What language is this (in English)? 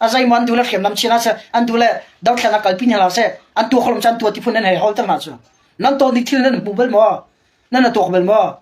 Hakha Chin